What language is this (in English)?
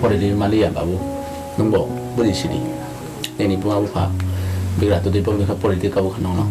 Kok Borok